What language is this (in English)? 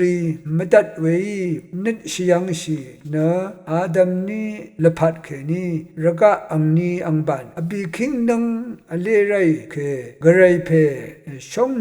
Rawang